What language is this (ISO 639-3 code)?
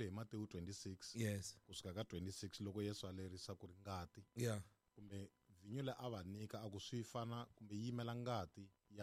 tso